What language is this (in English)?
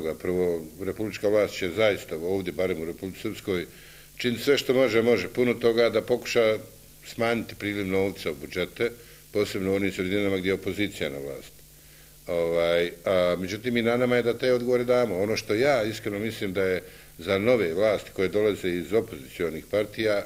Bosnian